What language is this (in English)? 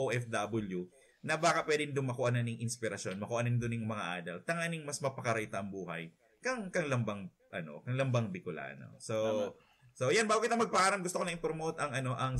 Bikol